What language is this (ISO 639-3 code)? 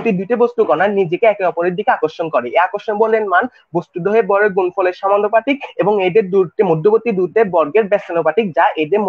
ben